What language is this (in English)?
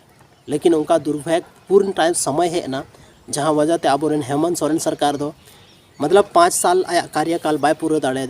Santali